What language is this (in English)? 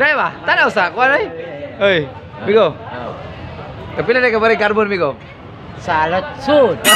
Cebuano